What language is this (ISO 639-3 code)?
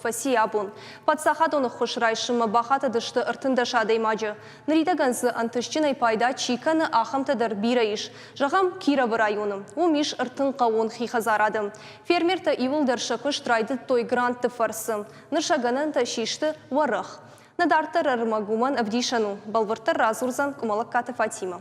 oss